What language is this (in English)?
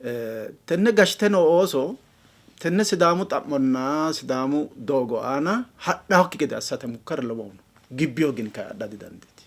Sidamo